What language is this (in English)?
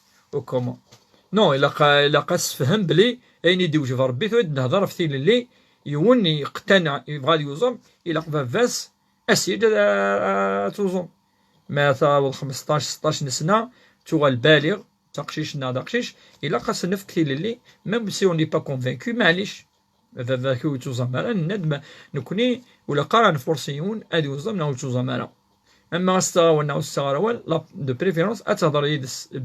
Kabyle